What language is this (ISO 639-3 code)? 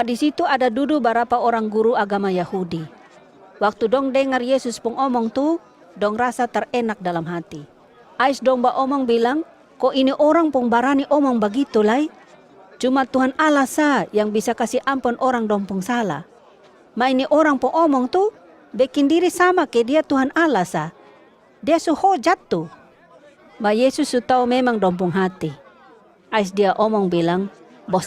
mkn